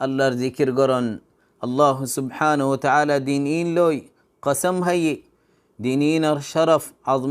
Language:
Rohingya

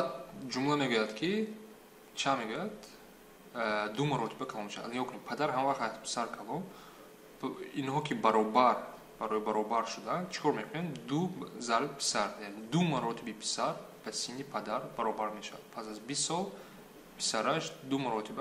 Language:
Tajik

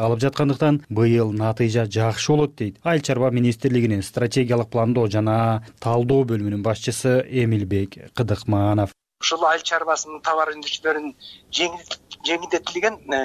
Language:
Kyrgyz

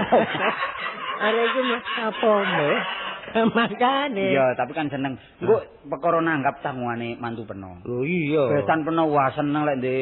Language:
Javanese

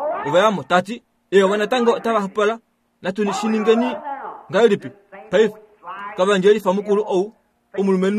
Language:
Kuanyama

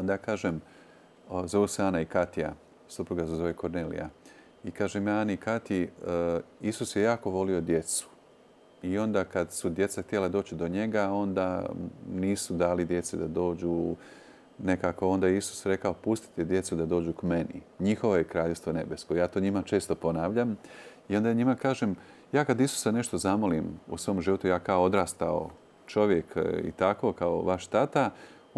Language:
Croatian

